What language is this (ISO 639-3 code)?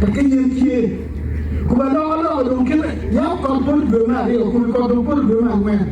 ach